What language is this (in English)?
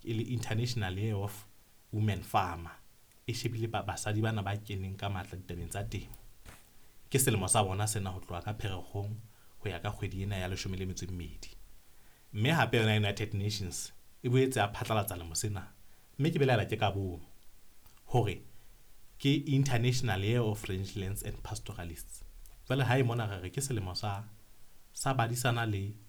Southern Sotho